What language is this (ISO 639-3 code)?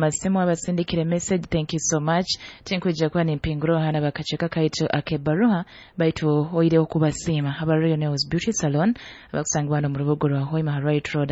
nyo